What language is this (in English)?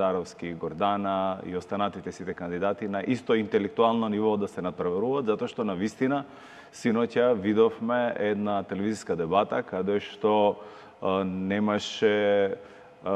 Macedonian